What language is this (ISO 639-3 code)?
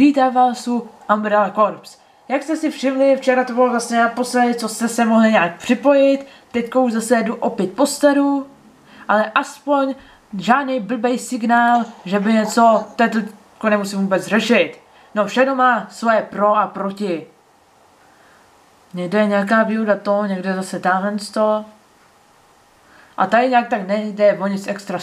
ces